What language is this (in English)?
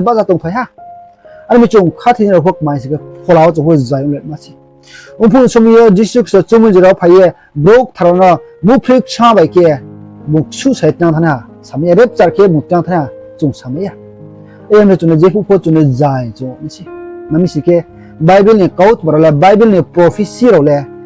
Riang (India)